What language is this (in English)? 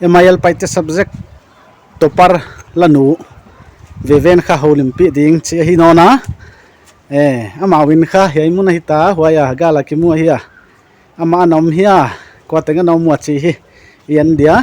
Paite Chin